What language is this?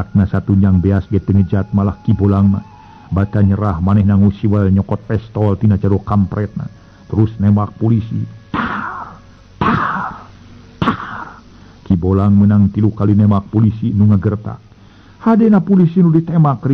Sundanese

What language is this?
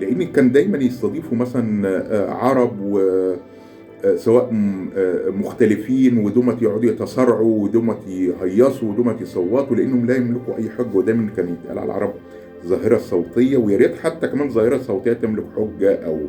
Egyptian Arabic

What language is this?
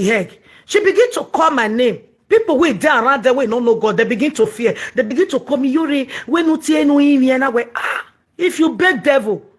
Nigerian Pidgin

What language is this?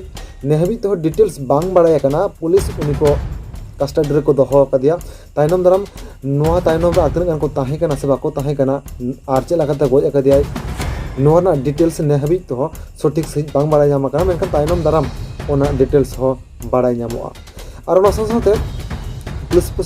Santali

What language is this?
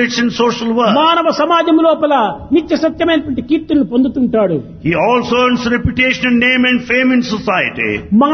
Telugu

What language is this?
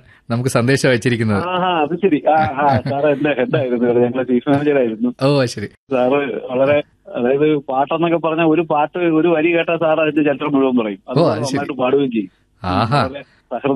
Malayalam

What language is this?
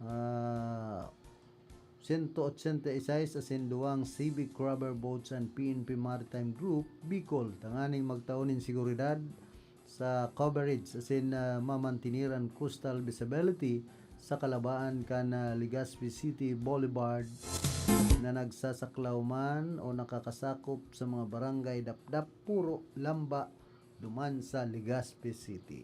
Bikol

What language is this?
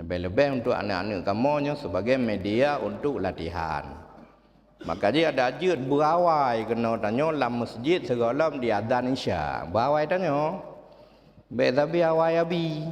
Achinese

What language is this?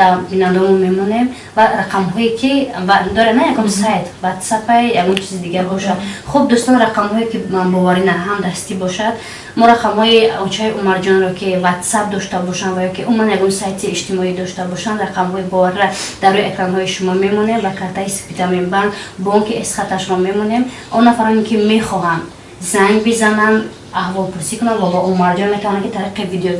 Tajik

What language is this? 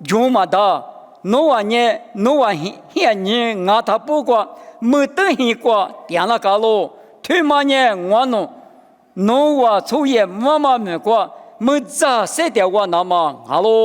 Lisu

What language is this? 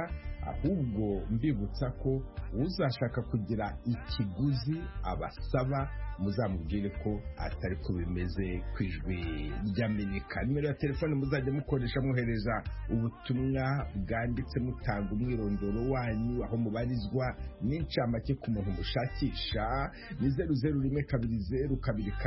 Kinyarwanda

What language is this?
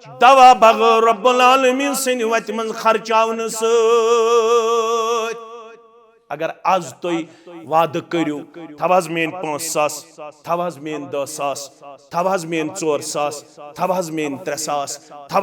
Kashmiri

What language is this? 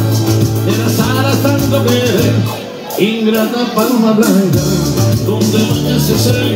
Spanish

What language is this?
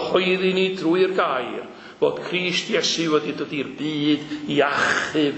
Welsh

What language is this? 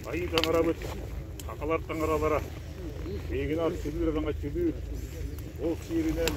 Yakut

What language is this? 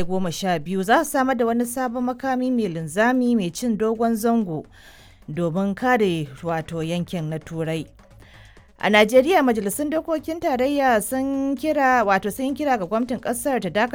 Hausa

